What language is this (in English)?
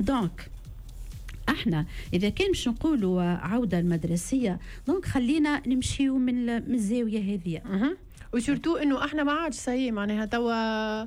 Tunisian Arabic